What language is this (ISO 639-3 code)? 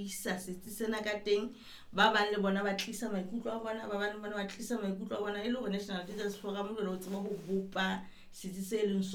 sot